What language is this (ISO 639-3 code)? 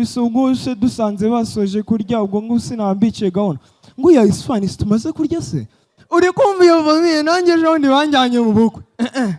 kin